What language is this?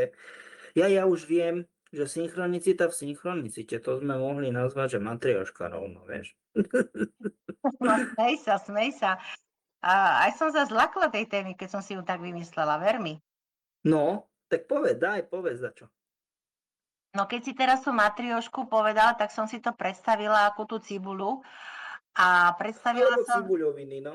Slovak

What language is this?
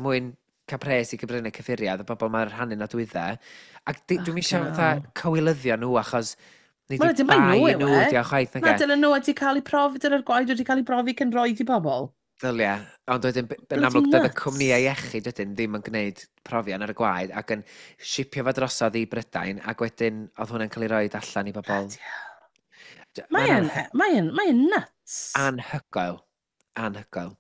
Welsh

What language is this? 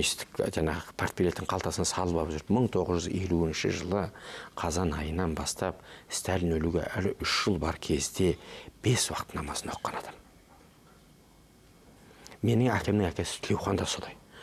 Kazakh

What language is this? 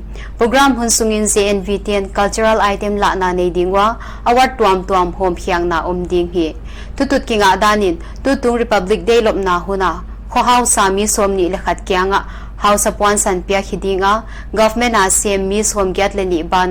Paite Chin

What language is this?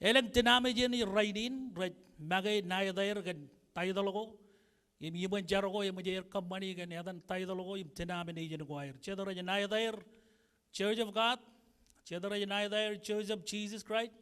Marshallese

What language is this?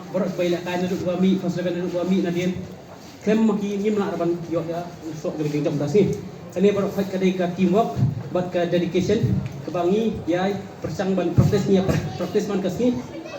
Khasi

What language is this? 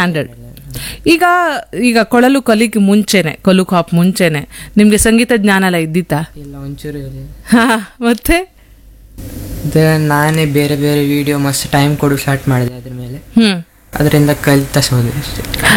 Kannada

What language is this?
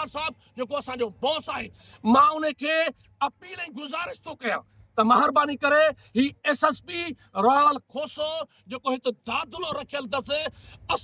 Sindhi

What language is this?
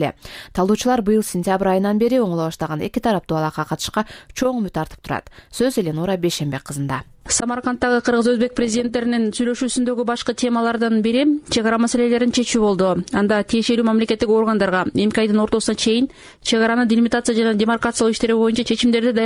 Kyrgyz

